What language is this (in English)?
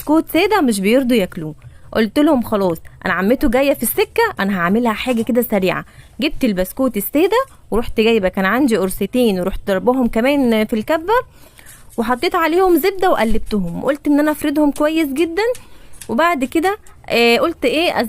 Egyptian Arabic